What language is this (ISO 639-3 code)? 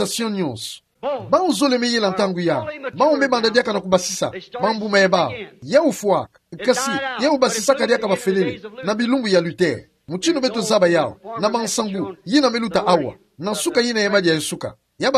ktu